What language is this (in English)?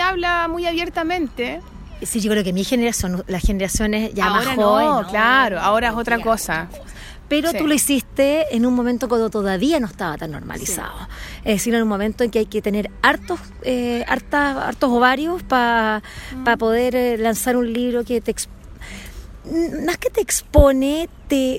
Spanish